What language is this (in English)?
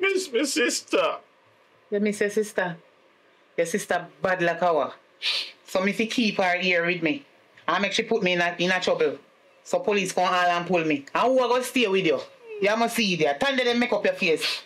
Jamaican Creole English